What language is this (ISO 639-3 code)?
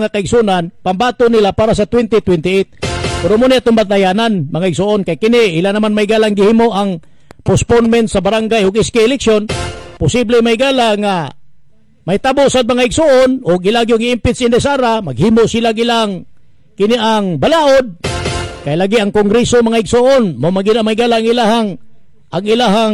ceb